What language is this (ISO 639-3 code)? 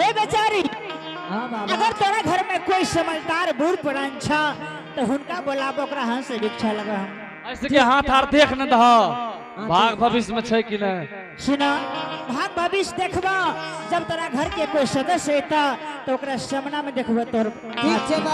anp